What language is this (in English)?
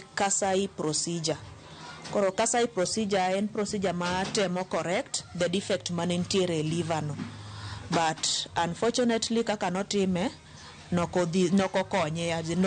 Luo (Kenya and Tanzania)